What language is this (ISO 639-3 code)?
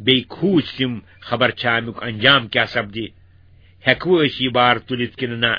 kas